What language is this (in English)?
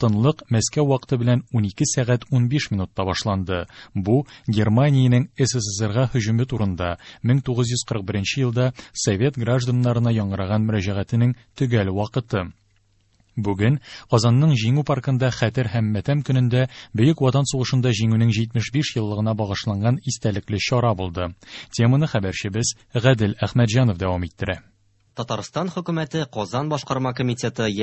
Tatar